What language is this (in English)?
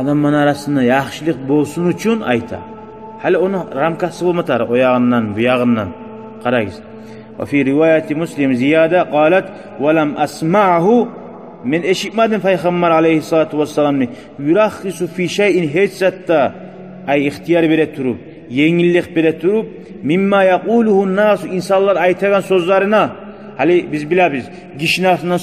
Kumyk